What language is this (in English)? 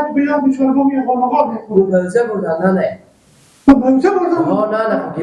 Persian